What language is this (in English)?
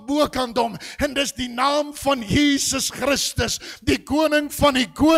Afrikaans